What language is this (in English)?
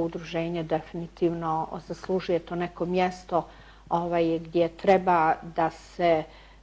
Bosnian